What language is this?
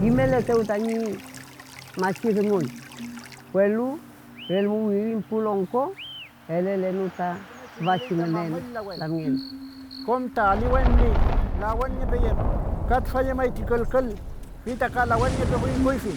Mapuche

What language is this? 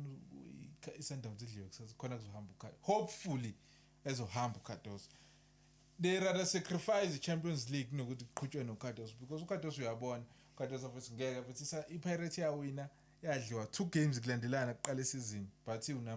Zulu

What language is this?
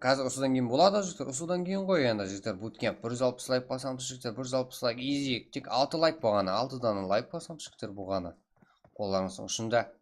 Kara-Kalpak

